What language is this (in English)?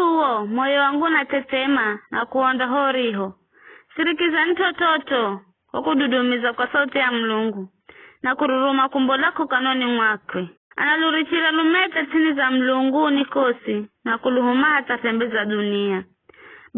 Giryama